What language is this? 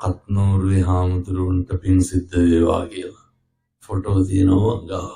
Sinhala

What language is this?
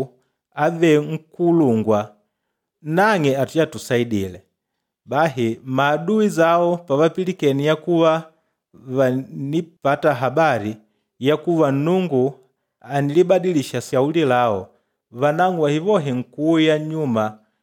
Makonde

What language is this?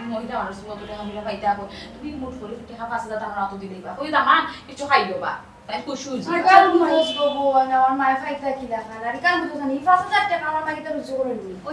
Sylheti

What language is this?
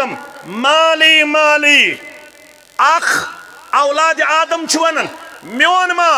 Kashmiri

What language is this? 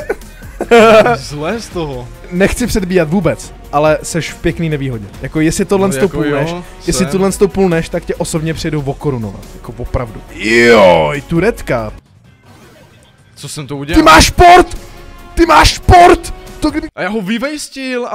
Czech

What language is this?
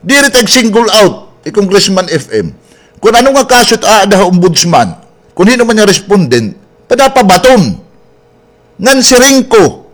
Waray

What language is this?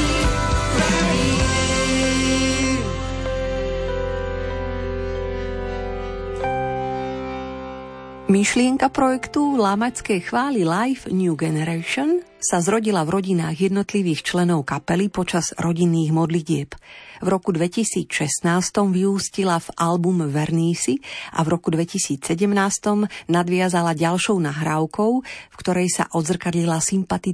Slovak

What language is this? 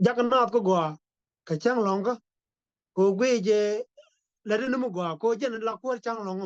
Nuer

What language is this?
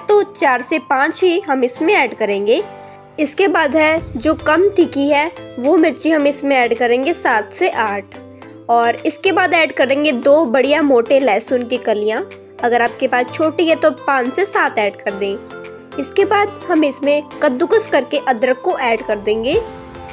Hindi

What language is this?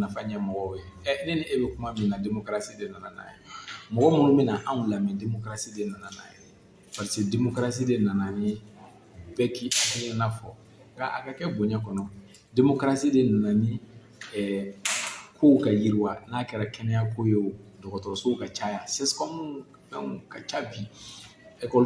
Bambara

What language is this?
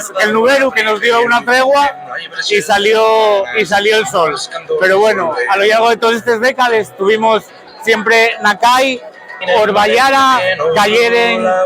Asturian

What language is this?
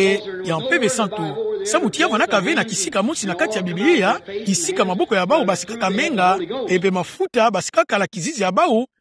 Kituba (Democratic Republic of Congo)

